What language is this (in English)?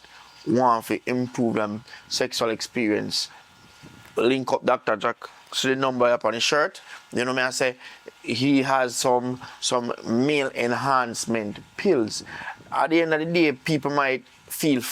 Jamaican Creole English